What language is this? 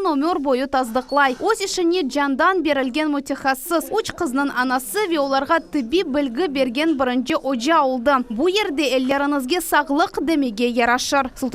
Crimean Tatar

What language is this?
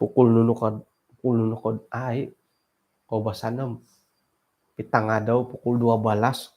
Central Dusun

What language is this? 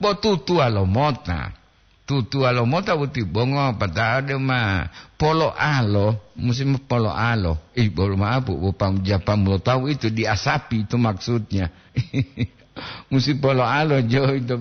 Gorontalo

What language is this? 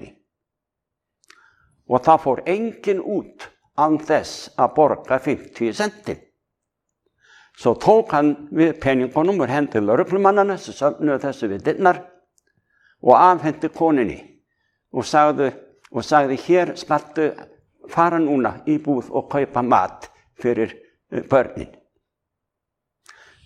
Icelandic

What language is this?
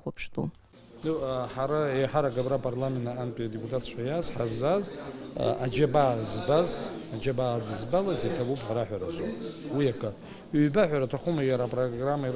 Abkhazian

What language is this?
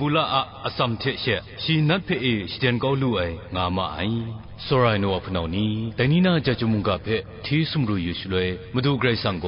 Kachin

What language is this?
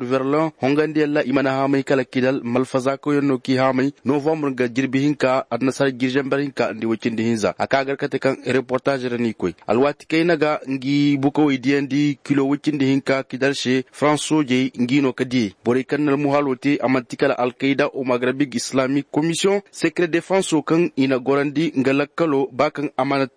Koyraboro Senni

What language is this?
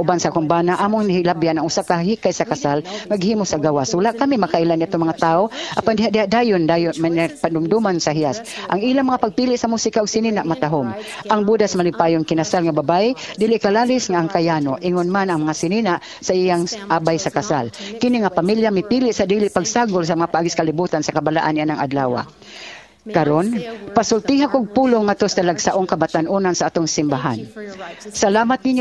Cebuano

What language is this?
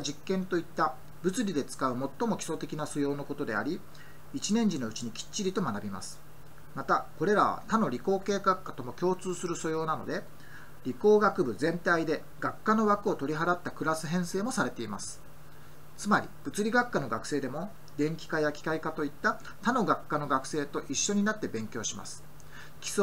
Japanese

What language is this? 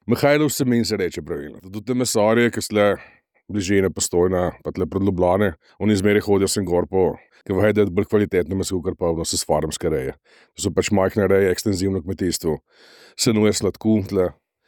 Slovenian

